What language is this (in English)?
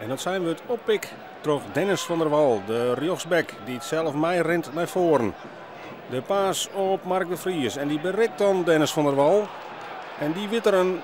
Western Frisian